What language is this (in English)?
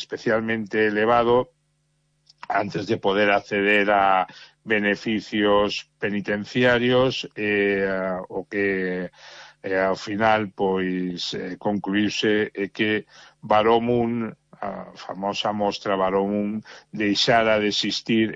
Galician